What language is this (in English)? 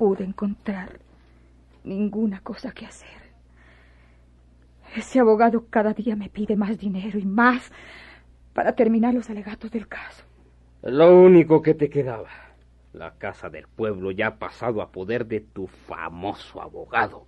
Spanish